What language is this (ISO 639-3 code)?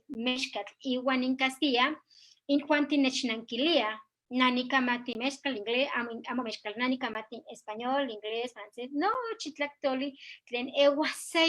nhe